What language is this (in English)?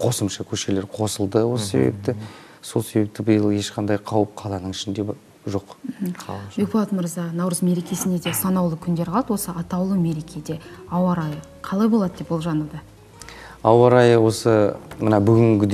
Kazakh